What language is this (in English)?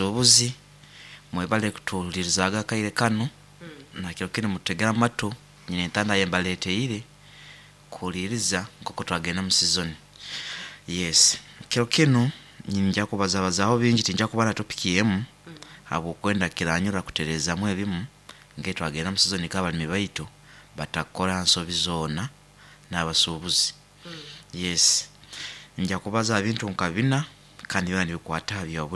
Nyoro